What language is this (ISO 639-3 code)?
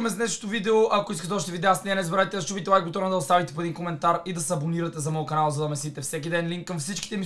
bul